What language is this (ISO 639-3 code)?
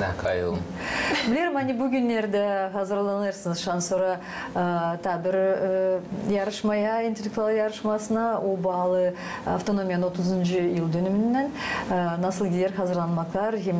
gag